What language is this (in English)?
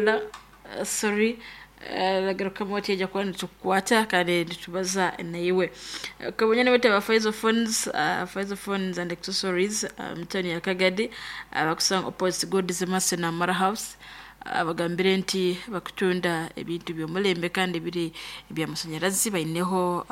Nyankole